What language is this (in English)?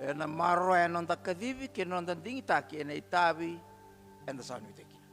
Fijian